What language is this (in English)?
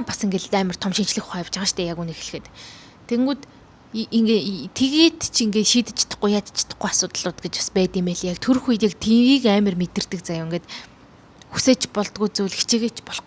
Mongolian